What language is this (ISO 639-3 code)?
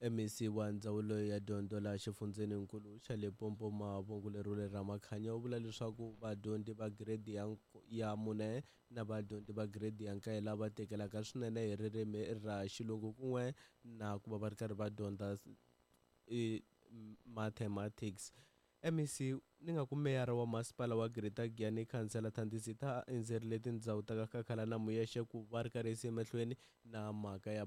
tso